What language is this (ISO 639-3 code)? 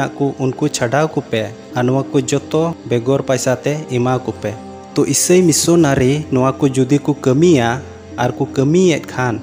sat